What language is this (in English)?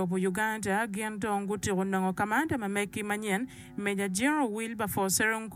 Acoli